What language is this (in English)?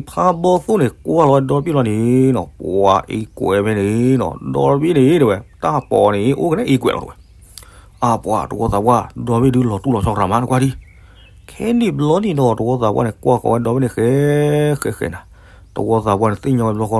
S'gaw Karen